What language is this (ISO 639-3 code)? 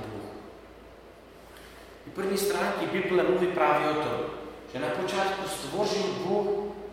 slk